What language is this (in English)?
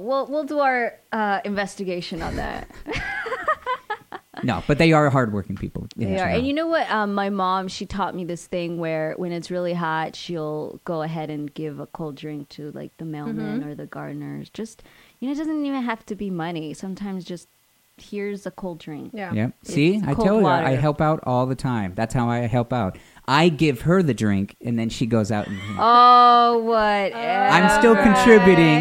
English